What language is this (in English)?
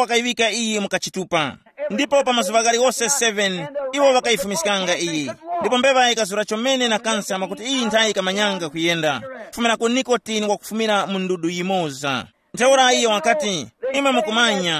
Tumbuka